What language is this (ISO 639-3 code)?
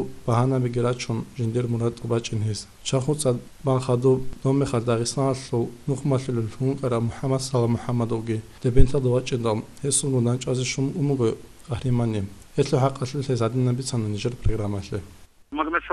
ava